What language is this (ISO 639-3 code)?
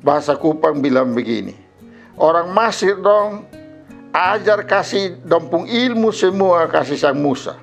mkn